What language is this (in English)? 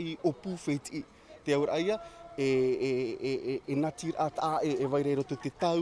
Tahitian